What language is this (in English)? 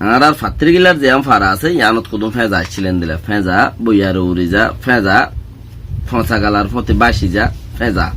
Rohingya